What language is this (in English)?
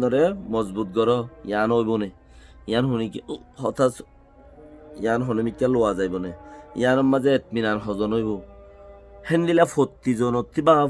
Rohingya